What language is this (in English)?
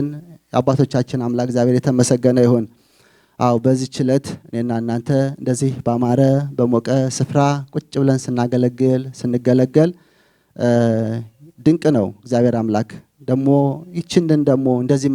Amharic